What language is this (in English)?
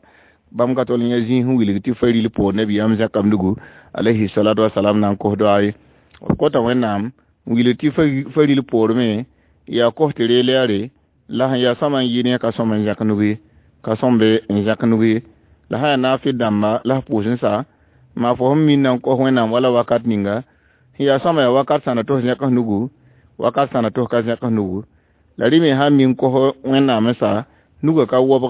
Mossi